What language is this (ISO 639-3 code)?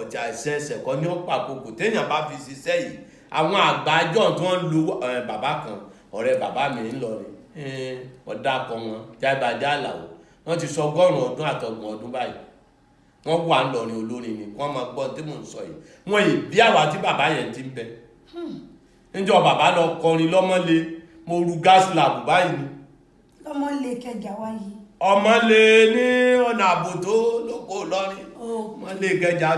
yor